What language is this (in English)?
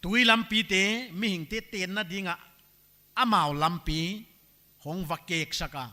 Paite Chin